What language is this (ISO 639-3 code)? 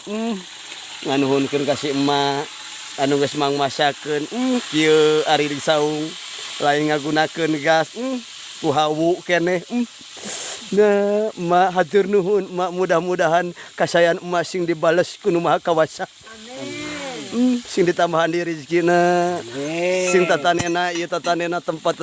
sun